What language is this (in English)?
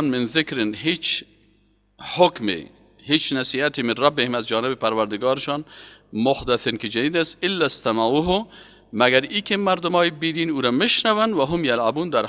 Persian